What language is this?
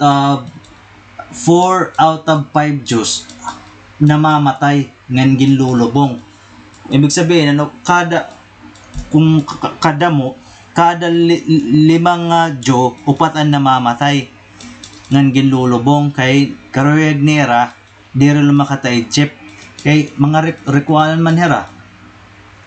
Waray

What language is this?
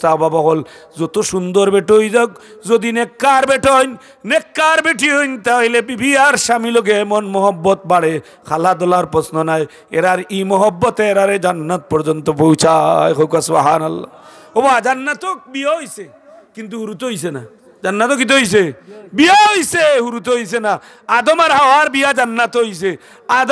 Sylheti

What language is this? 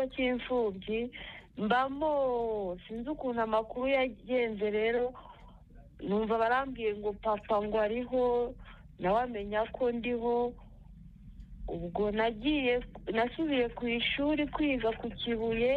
Kinyarwanda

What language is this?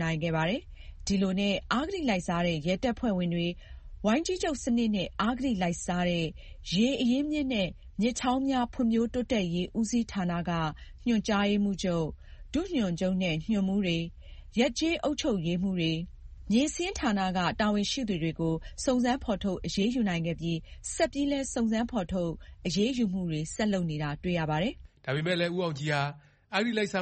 Burmese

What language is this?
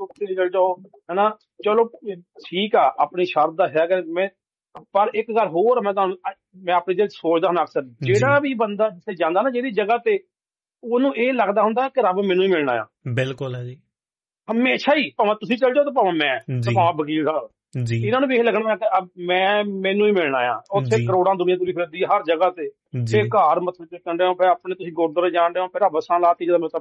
Punjabi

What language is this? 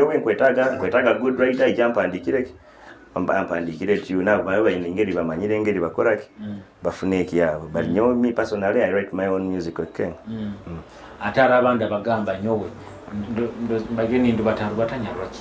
Nyoro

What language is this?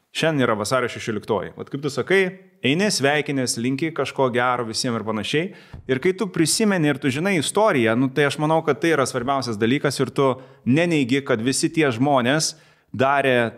Lithuanian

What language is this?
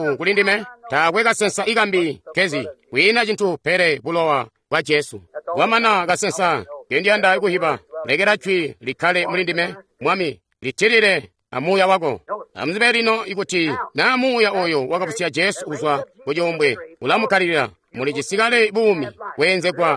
Tonga (Zambia)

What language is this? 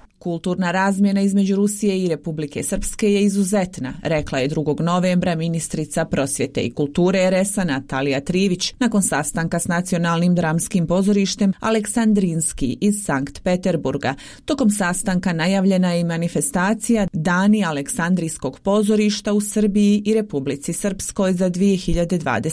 Bosnian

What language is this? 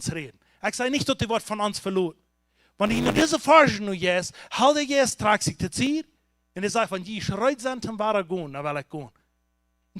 Plautdietsch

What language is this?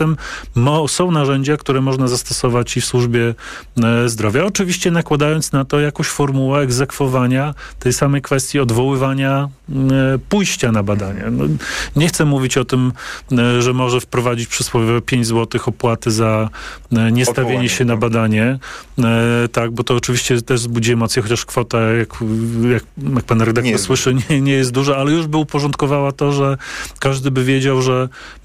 Polish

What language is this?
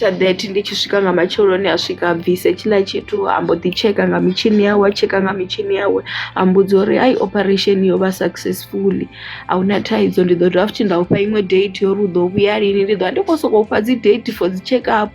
Venda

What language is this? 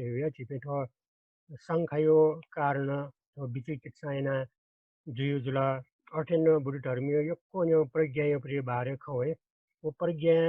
Newari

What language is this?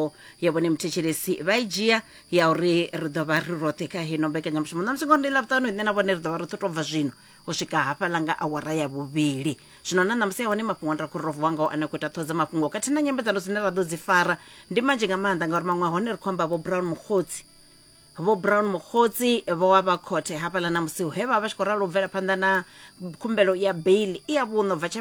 Venda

